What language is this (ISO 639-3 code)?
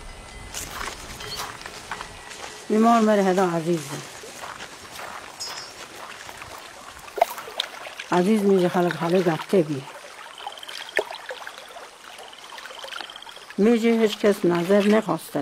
fas